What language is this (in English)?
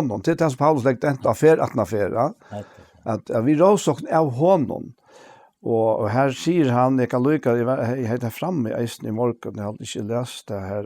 Faroese